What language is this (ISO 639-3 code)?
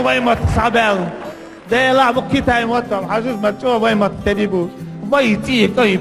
che